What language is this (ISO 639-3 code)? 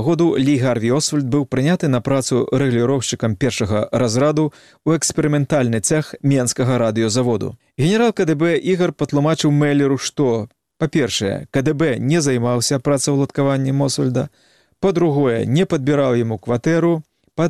bel